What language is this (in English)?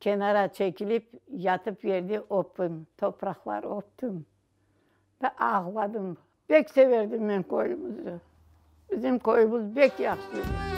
Crimean Tatar